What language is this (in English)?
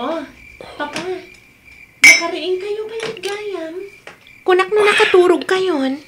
Iloko